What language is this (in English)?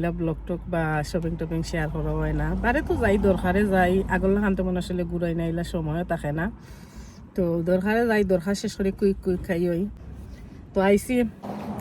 Sylheti